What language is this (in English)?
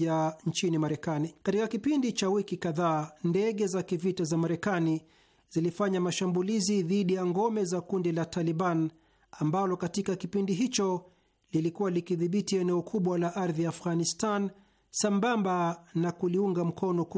Swahili